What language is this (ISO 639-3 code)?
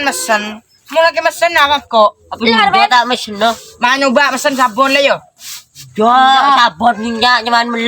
mad